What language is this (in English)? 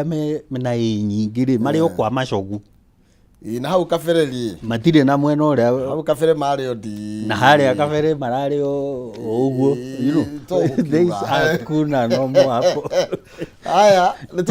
Kikuyu